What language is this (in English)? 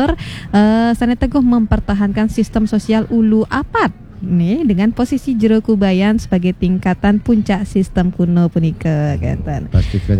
Balinese